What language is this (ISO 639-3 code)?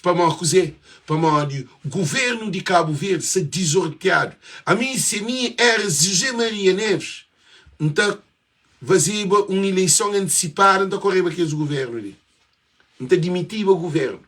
kea